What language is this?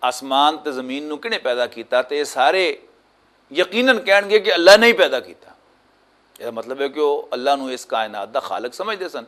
Western Panjabi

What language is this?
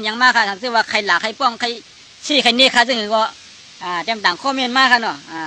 Shan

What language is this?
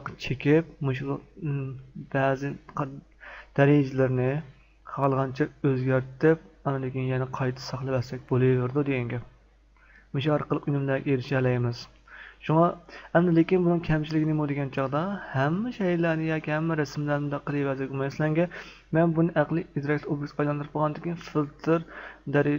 Uyghur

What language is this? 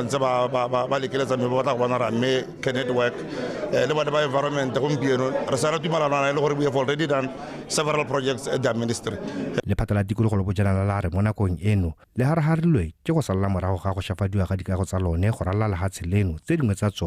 Tswana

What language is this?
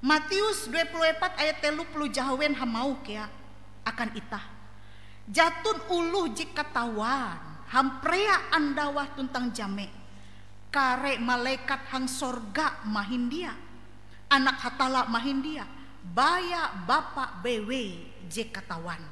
Ngaju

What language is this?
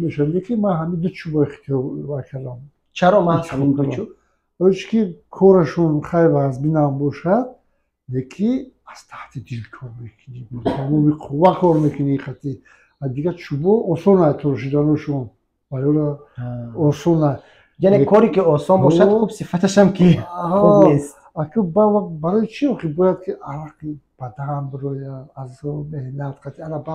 Tajik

